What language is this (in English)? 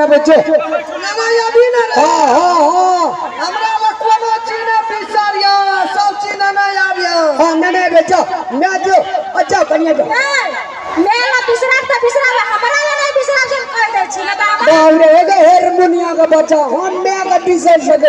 Maithili